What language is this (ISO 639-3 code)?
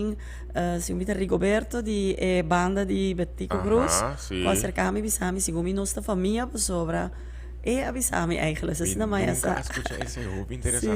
pap